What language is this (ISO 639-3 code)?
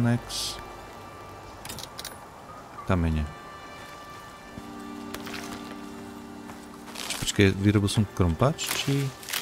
slk